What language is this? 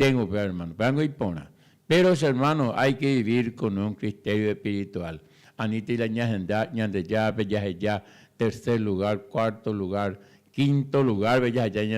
Guarani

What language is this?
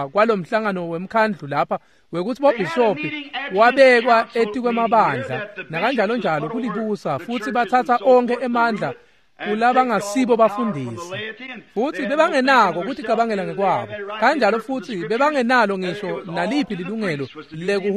Swati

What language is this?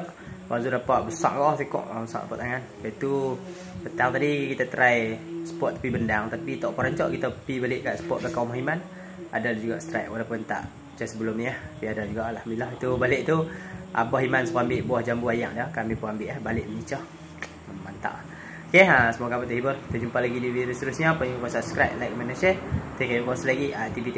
Malay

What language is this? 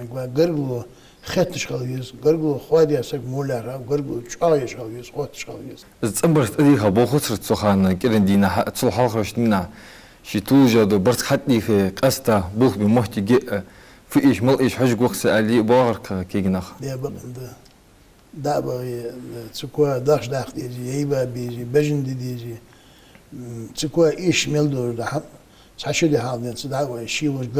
Ingush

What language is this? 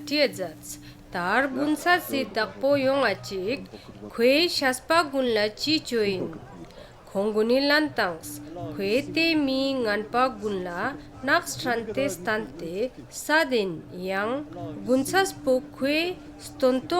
Ladakhi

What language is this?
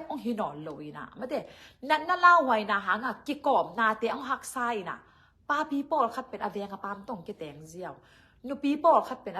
Tedim Chin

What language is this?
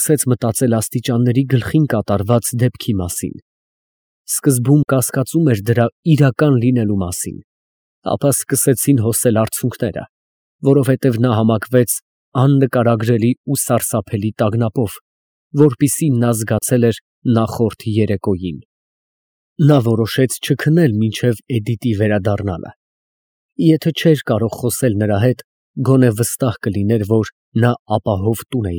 Armenian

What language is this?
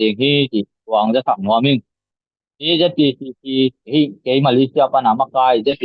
Tedim Chin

